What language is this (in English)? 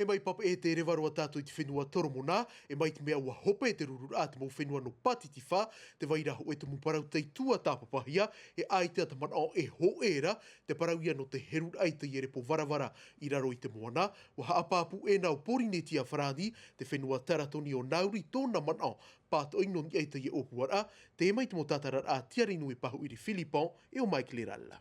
Tahitian